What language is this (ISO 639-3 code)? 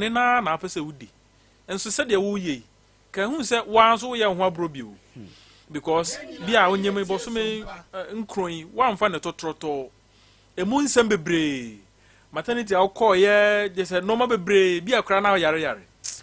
aka